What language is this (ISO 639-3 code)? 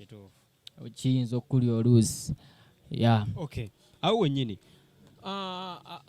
lug